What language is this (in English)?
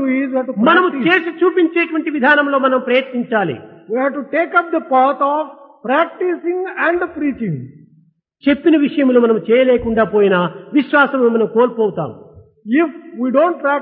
Telugu